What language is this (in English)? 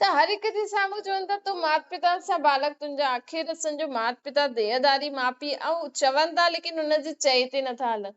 Sindhi